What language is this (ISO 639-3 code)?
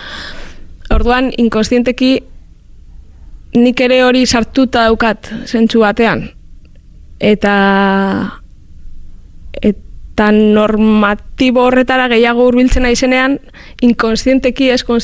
eus